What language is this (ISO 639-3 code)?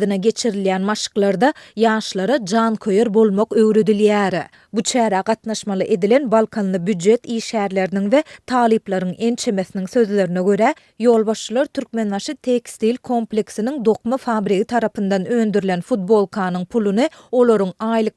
tuk